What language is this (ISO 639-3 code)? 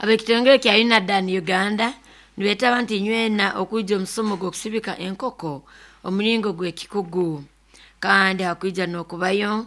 nyn